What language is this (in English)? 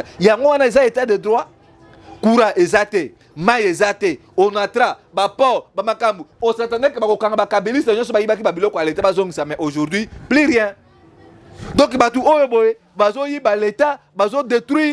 Lingala